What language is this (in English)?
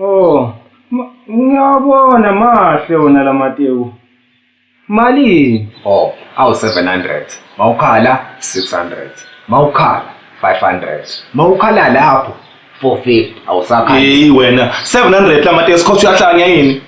Zulu